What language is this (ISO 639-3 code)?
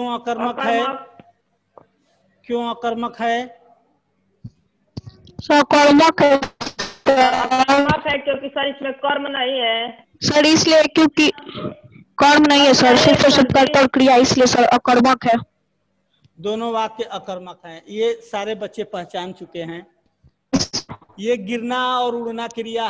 hin